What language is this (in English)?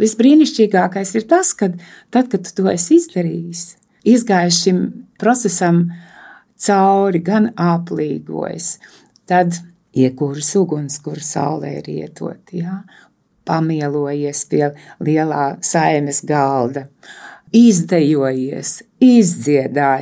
Latvian